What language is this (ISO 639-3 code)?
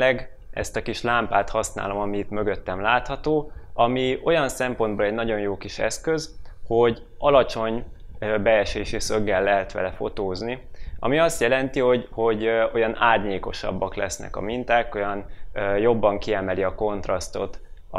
hun